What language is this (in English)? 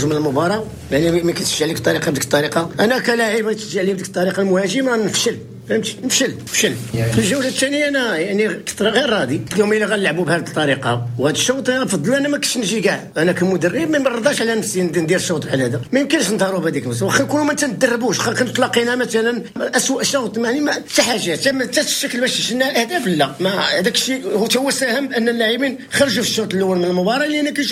Moroccan Arabic